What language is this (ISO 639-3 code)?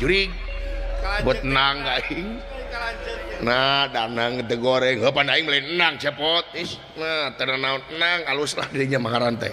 sun